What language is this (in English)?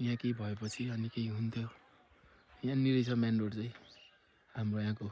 Nepali